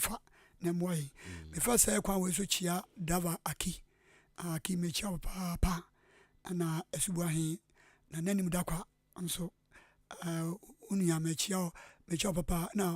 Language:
Akan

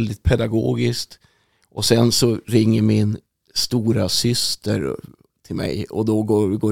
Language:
Swedish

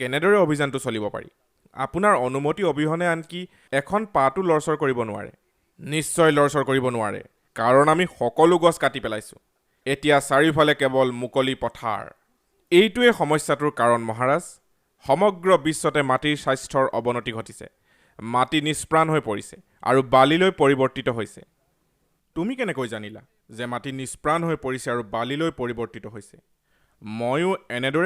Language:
Assamese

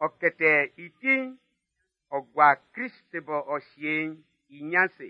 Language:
Baoulé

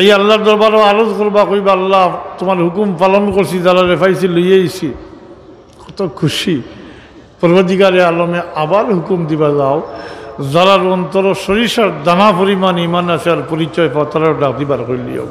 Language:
Sylheti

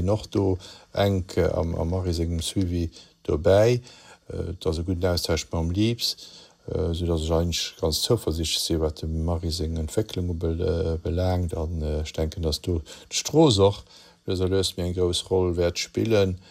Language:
Luxembourgish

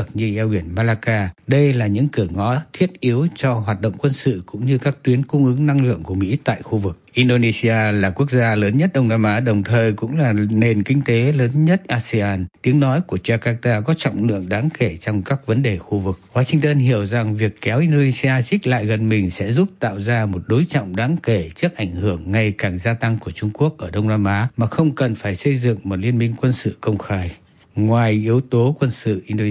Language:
Vietnamese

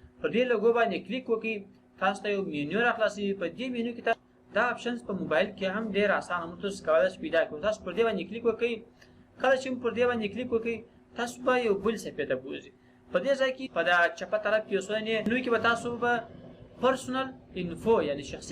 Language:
Pashto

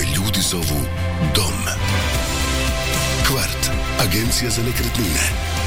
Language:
Croatian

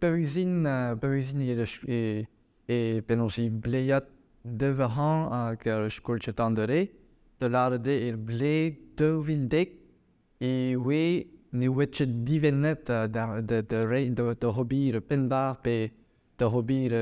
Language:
Breton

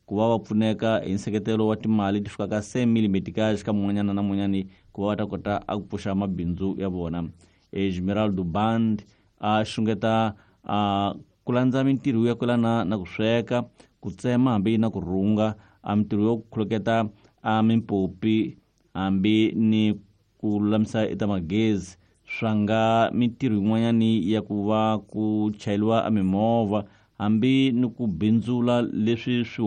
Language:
Tsonga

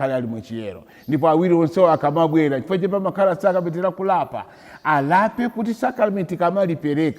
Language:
Nyanja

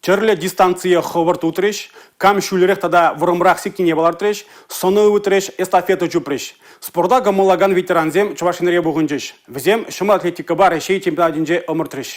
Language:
Chuvash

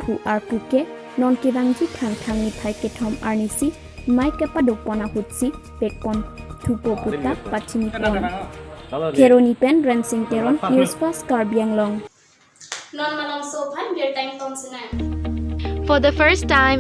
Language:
Karbi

